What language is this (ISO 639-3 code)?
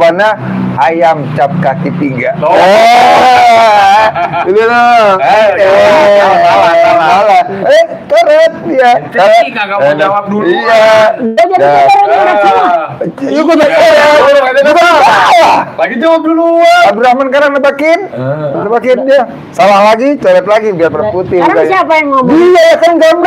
bew